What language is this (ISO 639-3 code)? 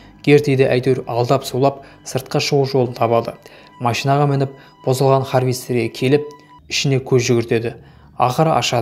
kaz